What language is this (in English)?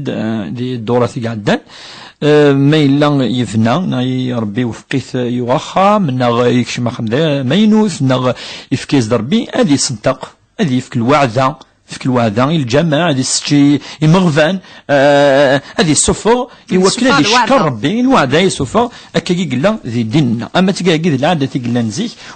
Kabyle